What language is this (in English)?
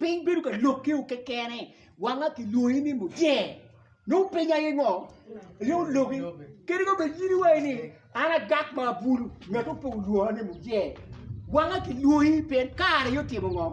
Acoli